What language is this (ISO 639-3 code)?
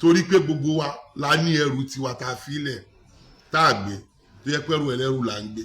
yor